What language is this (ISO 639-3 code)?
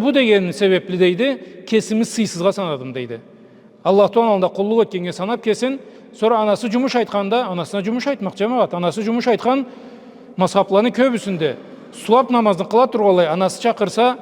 krc